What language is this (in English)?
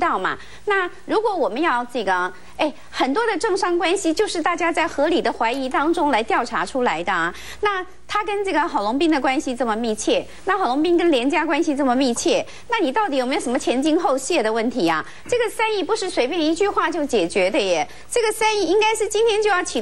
Chinese